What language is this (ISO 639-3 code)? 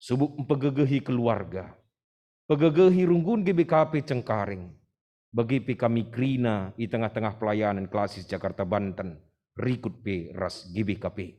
btx